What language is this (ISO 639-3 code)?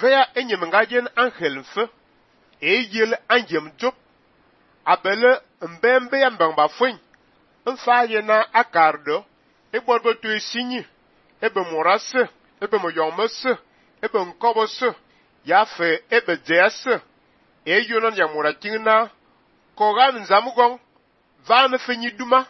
fan